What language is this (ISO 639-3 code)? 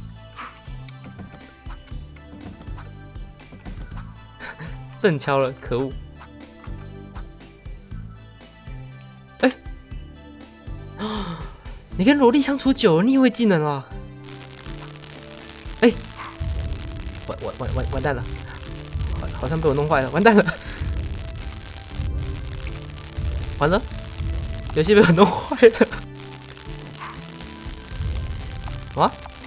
zho